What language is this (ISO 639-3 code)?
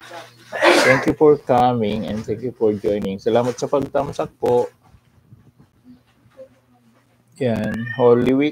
fil